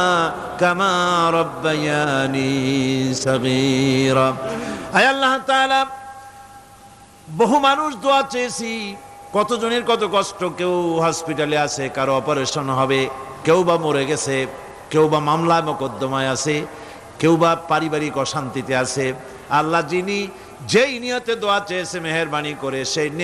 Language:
Bangla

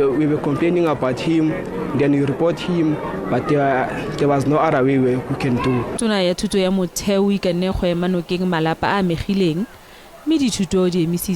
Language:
Tswana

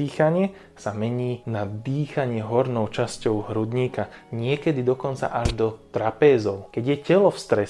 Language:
Slovak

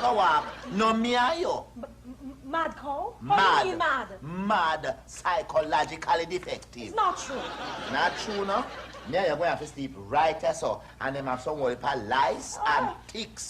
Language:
Jamaican Creole English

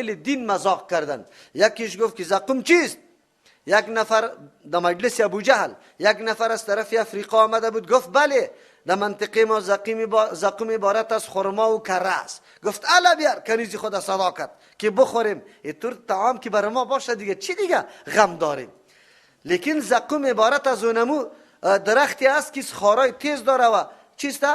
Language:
Persian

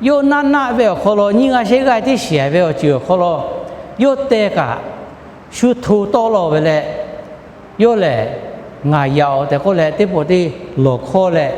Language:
Lahu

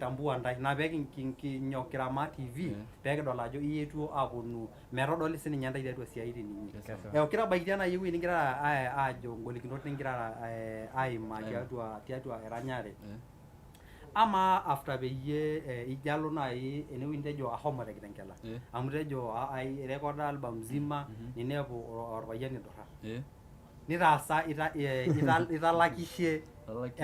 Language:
Masai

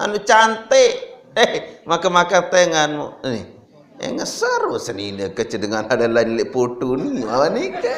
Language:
Sasak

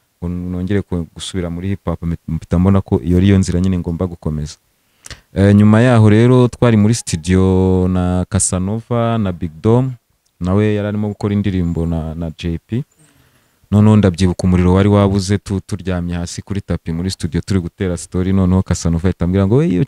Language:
Kinyarwanda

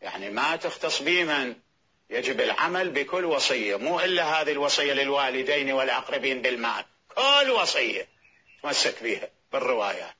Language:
Mesopotamian Arabic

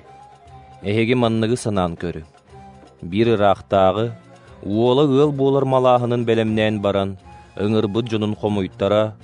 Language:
Yakut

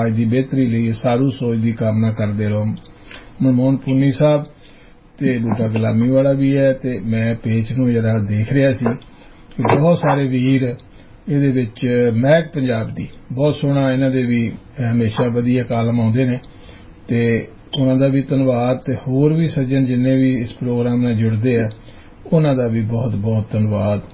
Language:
Punjabi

